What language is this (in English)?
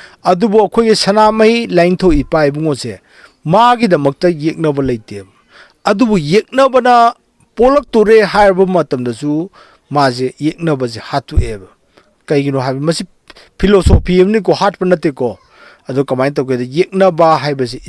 Manipuri